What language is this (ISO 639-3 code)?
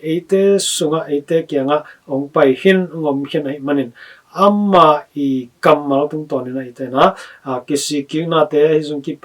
ctd